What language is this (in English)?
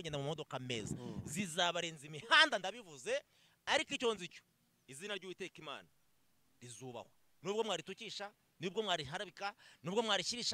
Kinyarwanda